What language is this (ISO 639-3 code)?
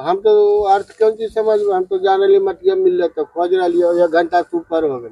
mag